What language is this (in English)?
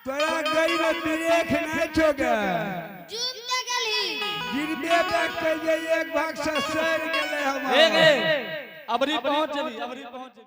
Angika